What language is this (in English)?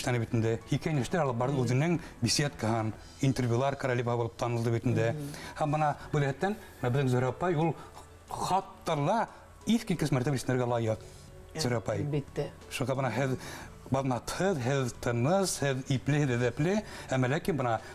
Bashkir